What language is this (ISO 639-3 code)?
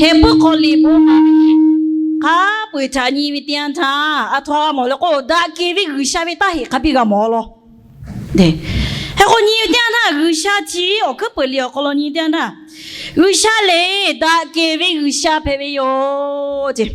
lhu